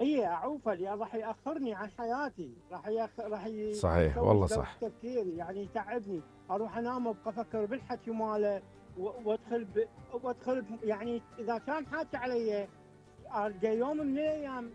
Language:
Mesopotamian Arabic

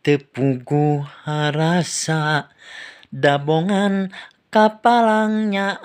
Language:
Sundanese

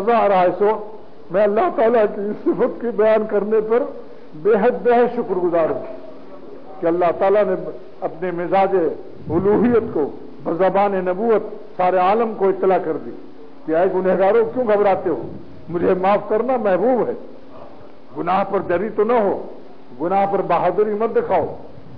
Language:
Urdu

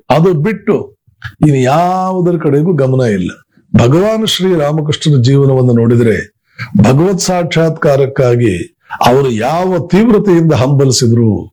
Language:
Kannada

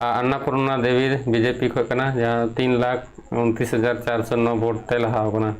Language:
Santali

